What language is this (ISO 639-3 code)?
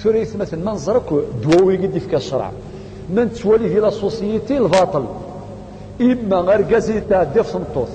kab